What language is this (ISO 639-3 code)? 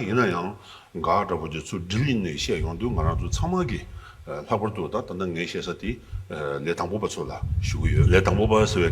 bod